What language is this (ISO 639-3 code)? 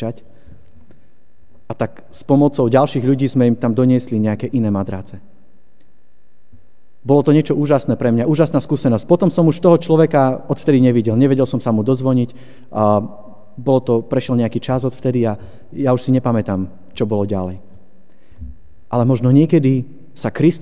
slk